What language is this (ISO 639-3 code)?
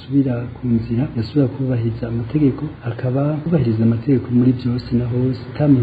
run